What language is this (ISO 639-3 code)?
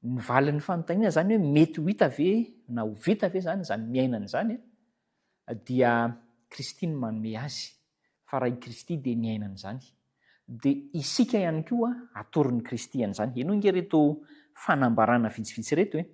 mlg